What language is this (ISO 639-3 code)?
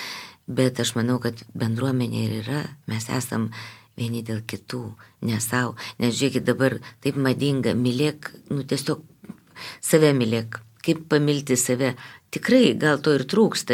lit